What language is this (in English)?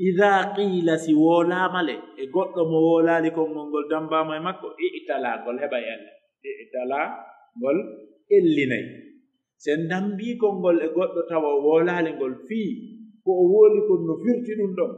Pular